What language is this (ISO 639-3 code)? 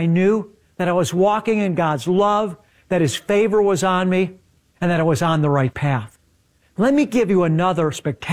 eng